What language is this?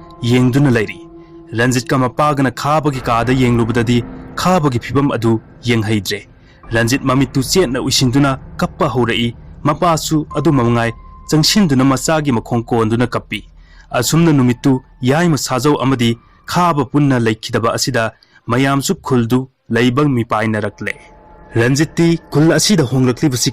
Manipuri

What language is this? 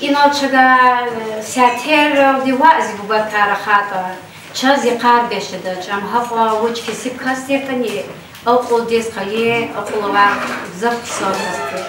Lezghian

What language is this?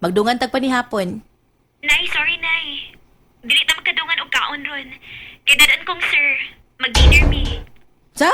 Cebuano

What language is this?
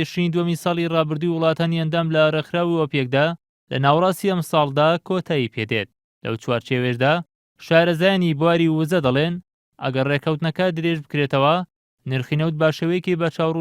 Central Kurdish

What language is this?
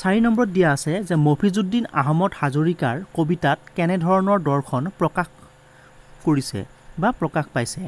Assamese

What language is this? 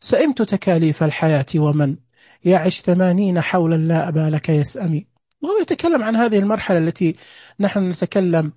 Najdi Arabic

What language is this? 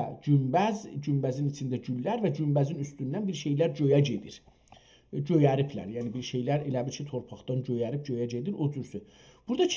South Azerbaijani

